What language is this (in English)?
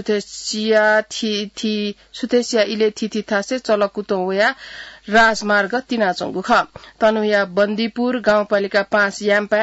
Newari